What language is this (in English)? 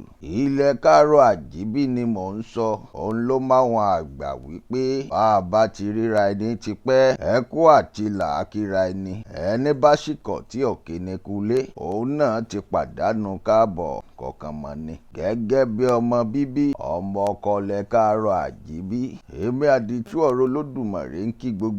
Yoruba